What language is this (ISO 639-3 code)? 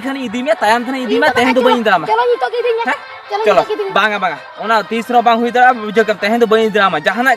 sat